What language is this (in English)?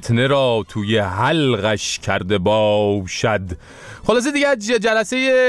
Persian